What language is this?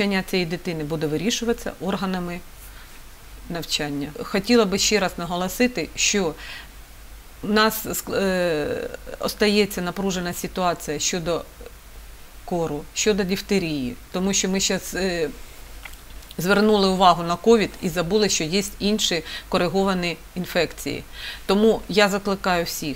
Ukrainian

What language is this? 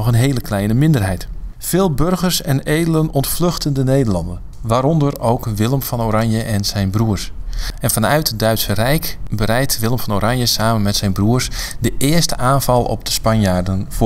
Dutch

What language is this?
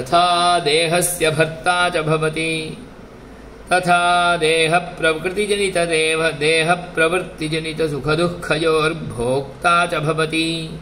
Sanskrit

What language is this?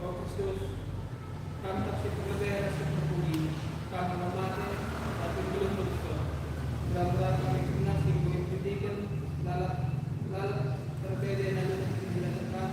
Batak Karo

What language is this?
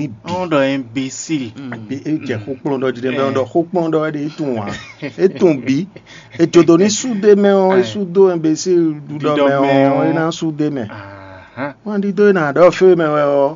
Fon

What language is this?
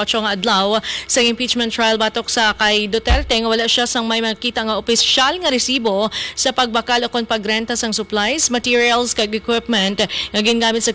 Hiligaynon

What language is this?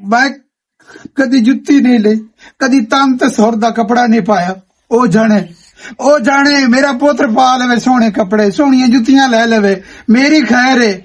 Western Panjabi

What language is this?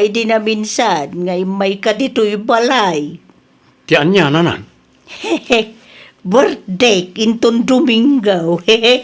Iloko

